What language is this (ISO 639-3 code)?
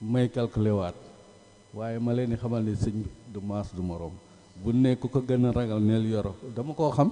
wol